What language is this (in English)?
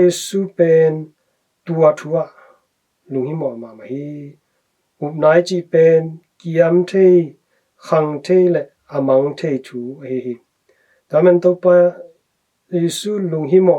Tedim Chin